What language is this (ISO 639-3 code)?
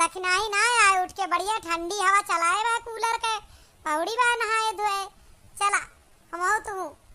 awa